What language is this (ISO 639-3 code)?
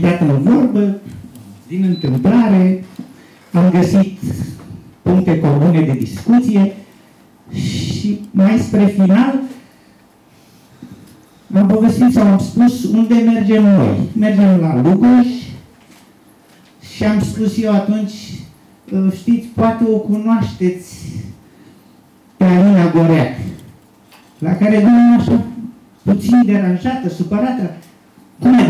ron